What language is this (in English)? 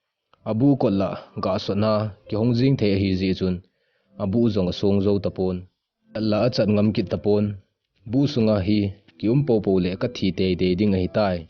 Thado Chin